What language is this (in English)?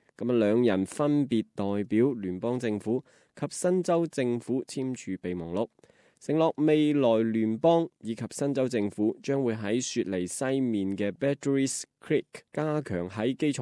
Cantonese